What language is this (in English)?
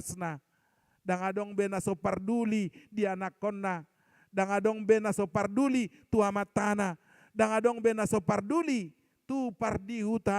Batak Toba